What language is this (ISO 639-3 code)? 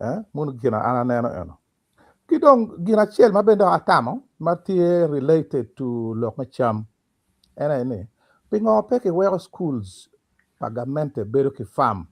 ach